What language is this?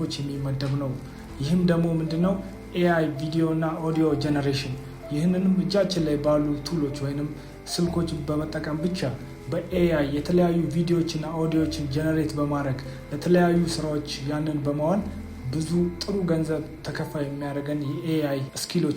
Amharic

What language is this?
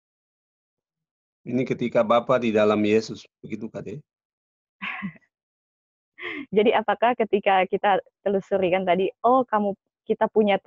Indonesian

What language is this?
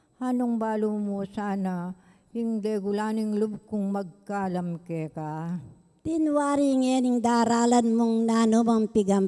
Pampanga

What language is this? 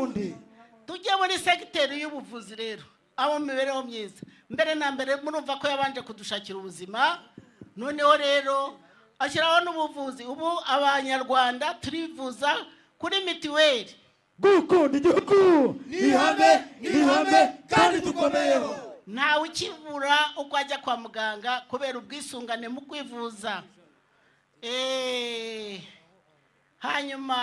Kinyarwanda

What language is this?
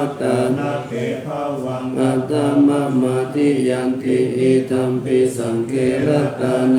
Pali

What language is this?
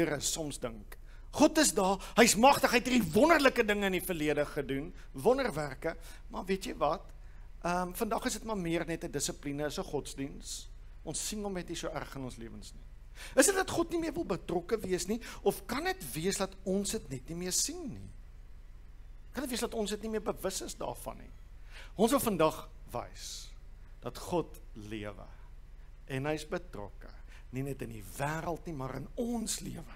Afrikaans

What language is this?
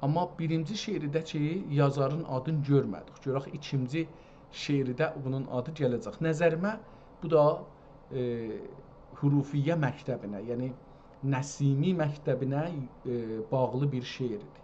South Azerbaijani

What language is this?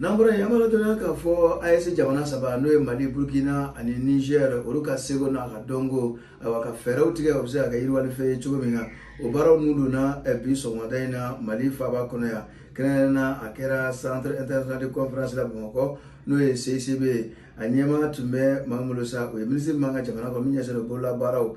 Bambara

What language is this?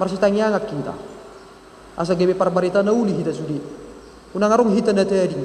Batak Toba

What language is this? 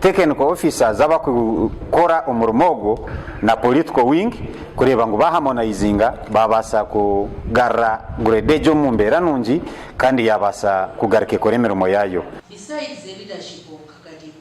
Nyankole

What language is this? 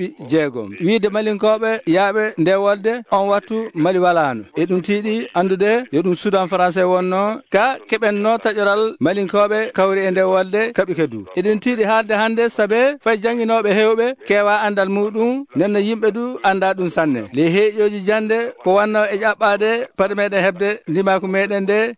Maasina Fulfulde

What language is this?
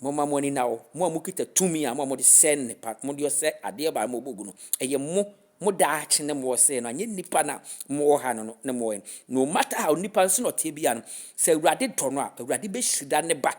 Akan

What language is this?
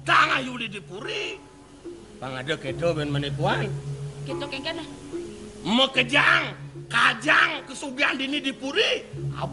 Balinese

